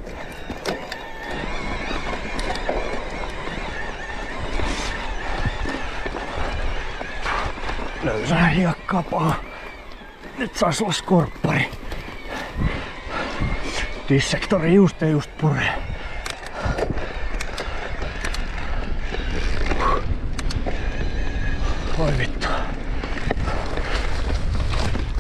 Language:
Finnish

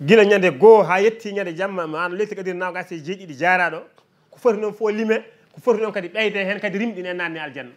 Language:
Fula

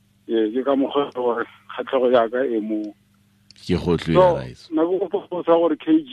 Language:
Tswana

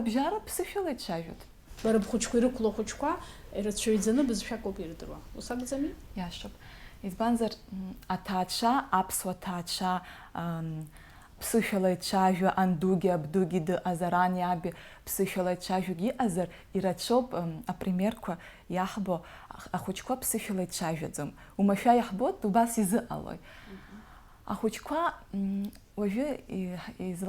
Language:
Abkhazian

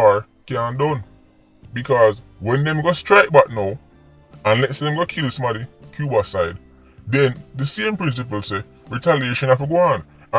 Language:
Jamaican Creole English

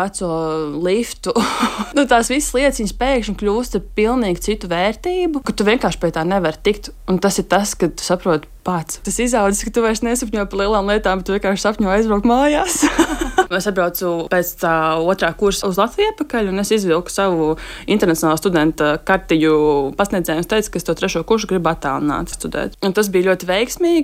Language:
Latvian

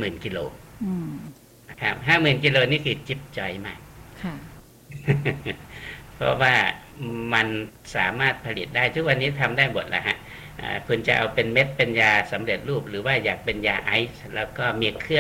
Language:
Thai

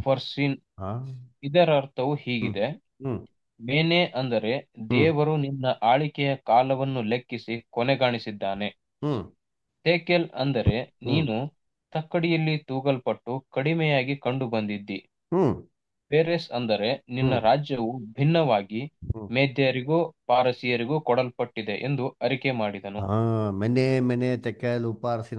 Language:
Kannada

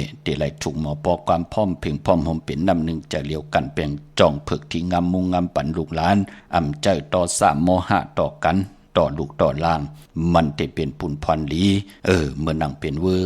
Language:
Shan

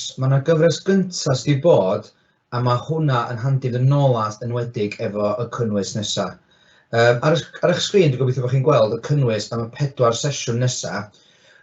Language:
Welsh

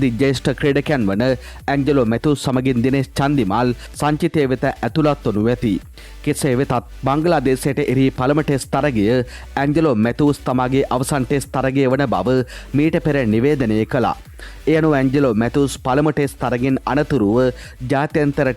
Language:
Sinhala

